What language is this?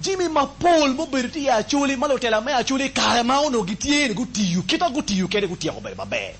Acoli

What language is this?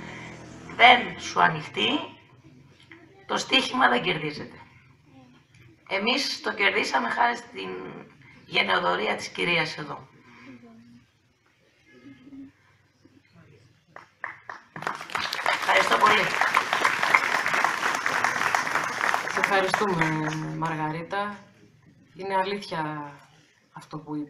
Greek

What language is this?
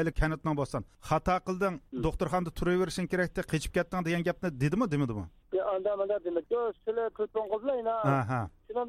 Uyghur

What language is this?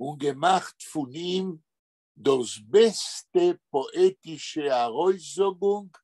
Yiddish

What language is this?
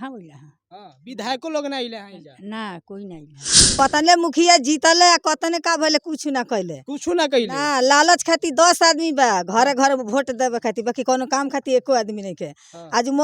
Bhojpuri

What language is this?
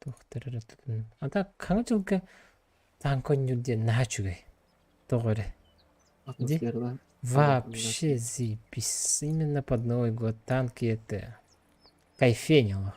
Yakut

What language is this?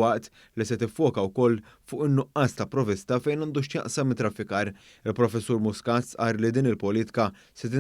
Maltese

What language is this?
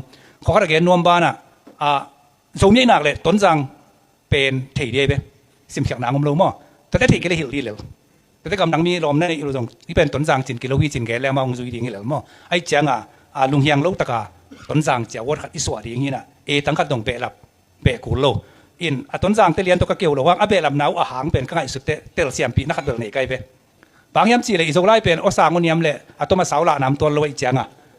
Tedim Chin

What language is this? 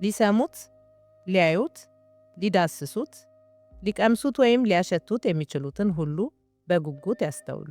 Amharic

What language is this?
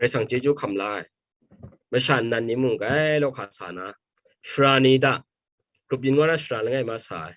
Kachin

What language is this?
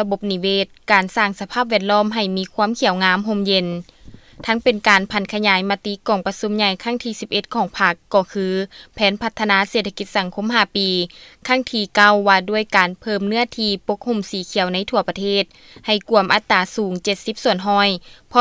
Lao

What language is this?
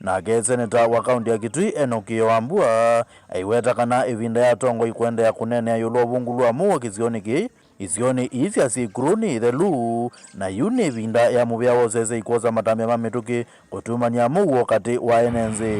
Kamba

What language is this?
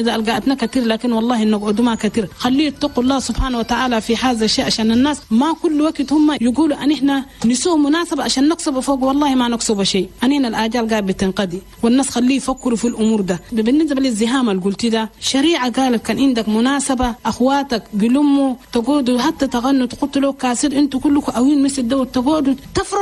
Chadian Arabic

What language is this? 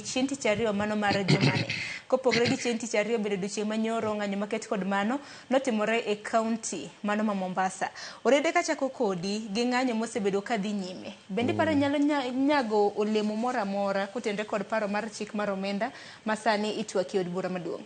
Luo (Kenya and Tanzania)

